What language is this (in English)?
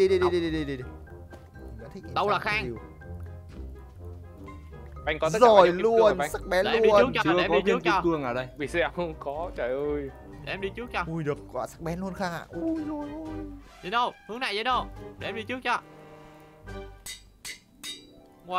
Vietnamese